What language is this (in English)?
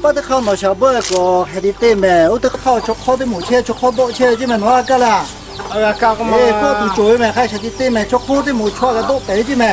Lahu